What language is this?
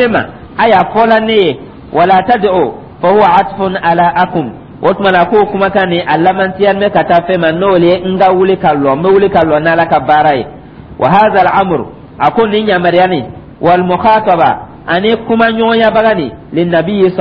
Dyula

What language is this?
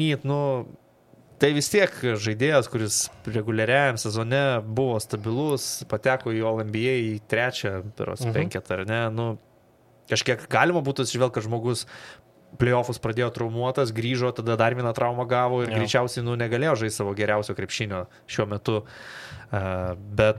Lithuanian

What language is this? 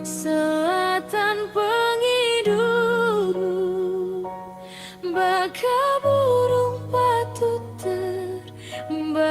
Iban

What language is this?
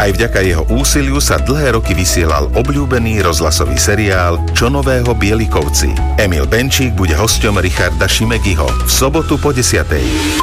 Slovak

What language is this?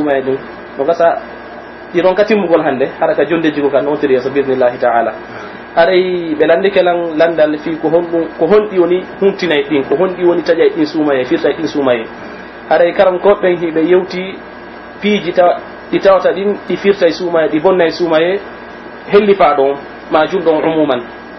Pular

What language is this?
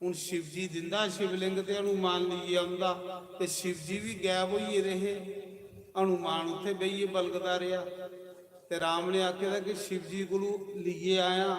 Dogri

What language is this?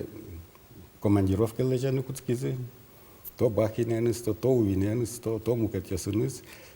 Udmurt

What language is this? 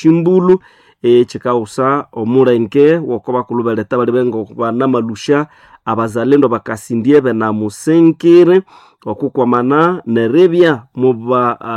Nande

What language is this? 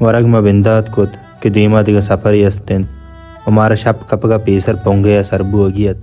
Baluchi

